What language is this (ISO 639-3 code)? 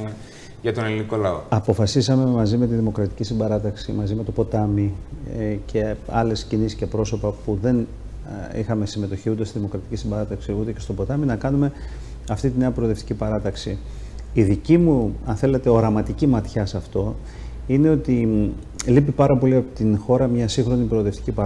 ell